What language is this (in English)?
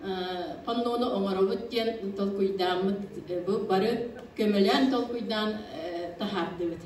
Yakut